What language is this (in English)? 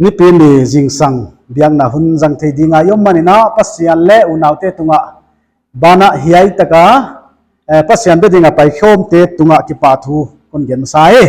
Paite Chin